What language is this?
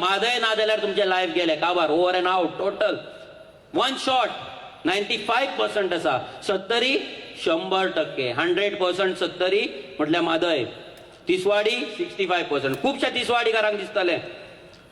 Konkani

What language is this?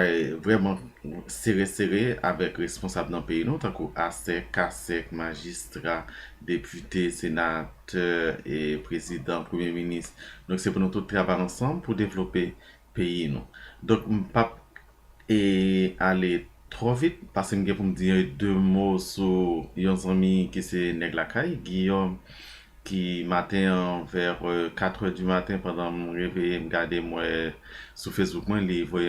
Haitian Creole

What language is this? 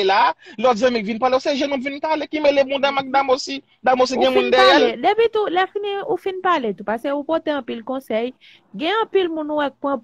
Haitian Creole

